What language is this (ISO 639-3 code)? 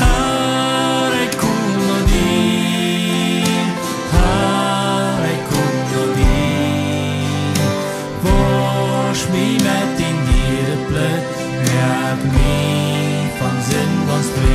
pdt